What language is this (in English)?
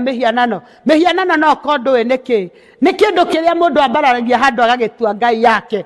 Kikuyu